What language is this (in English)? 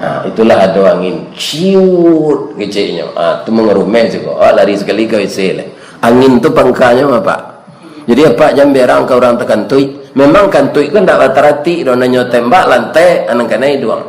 Minangkabau